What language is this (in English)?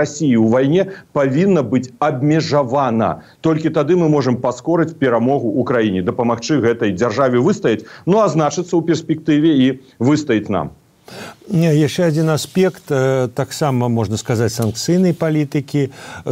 Belarusian